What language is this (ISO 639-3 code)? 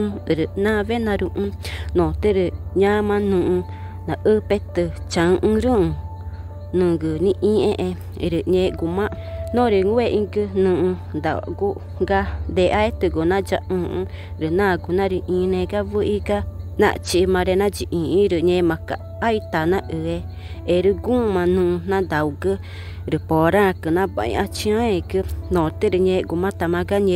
tca